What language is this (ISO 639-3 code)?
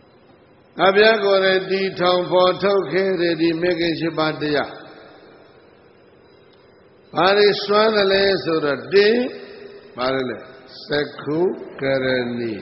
mya